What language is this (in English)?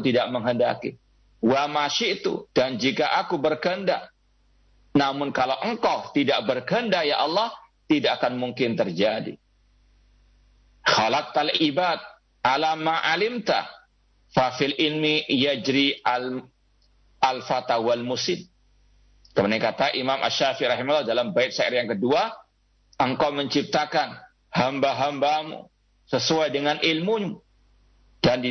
Indonesian